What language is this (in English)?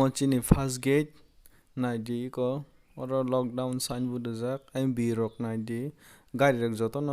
Kok Borok